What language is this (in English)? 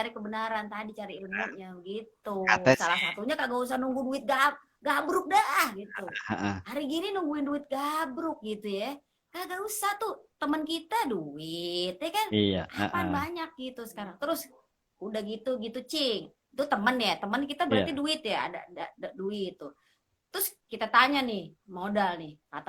Betawi